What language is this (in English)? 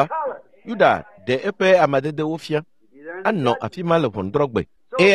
Ewe